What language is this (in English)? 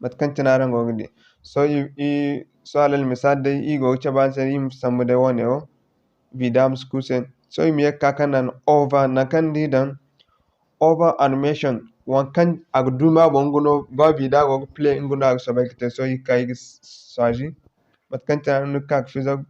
Zarma